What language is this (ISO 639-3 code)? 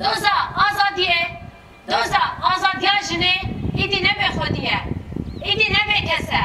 kur